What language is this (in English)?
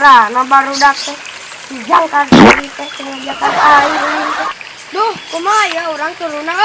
Sundanese